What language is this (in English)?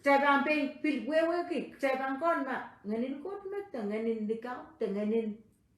Pohnpeian